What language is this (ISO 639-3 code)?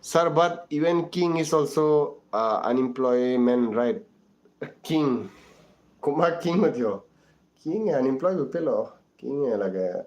mjw